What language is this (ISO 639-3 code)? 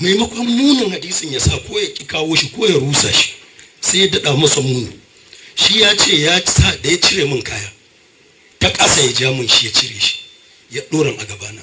hau